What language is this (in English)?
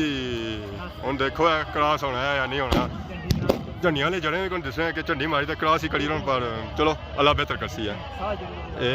Pahari-Potwari